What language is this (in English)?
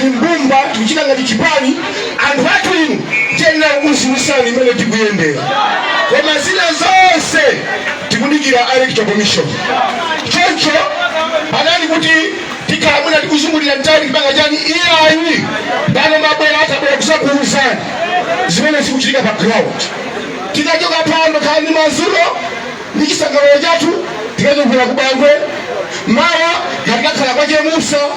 Nyanja